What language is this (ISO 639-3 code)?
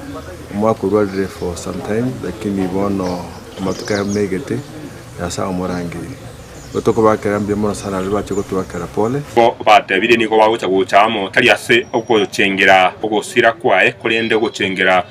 guz